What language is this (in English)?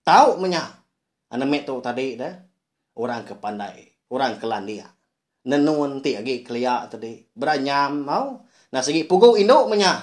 Iban